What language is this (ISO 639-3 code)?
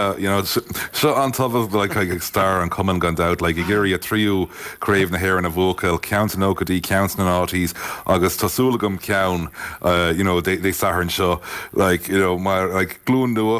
gle